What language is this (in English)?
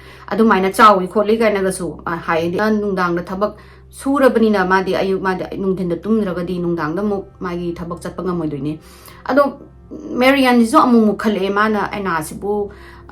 Manipuri